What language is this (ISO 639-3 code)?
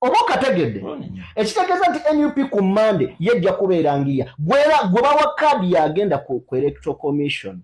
lug